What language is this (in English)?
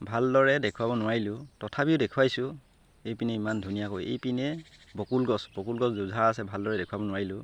Assamese